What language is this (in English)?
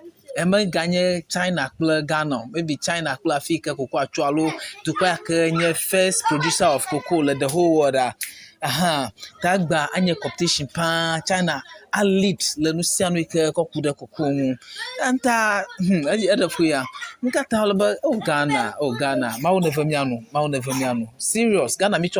Ewe